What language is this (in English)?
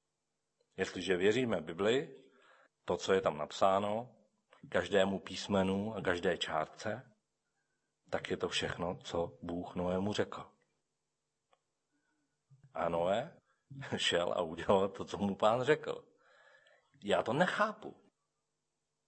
Czech